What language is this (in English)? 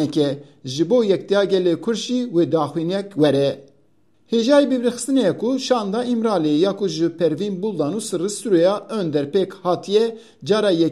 Kurdish